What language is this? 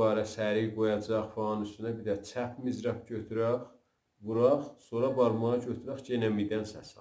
South Azerbaijani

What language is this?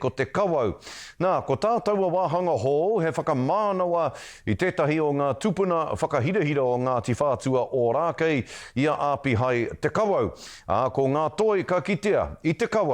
Māori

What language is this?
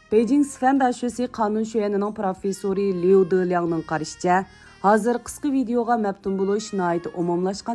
Uyghur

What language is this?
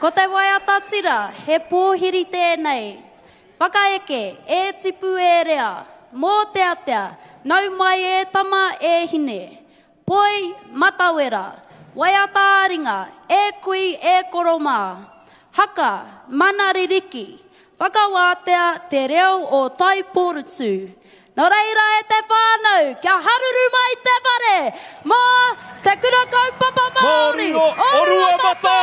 Māori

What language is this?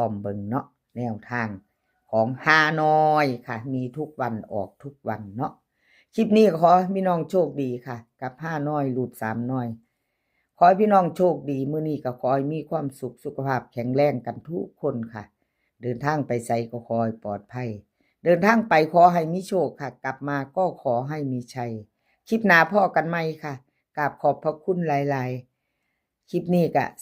Northeastern Thai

